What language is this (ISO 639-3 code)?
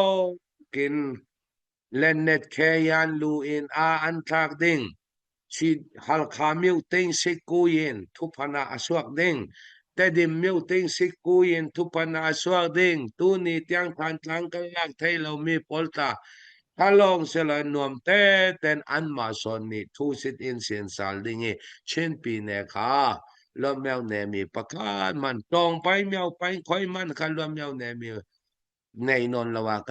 cfm